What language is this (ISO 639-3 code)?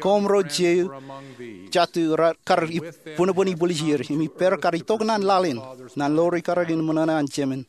mah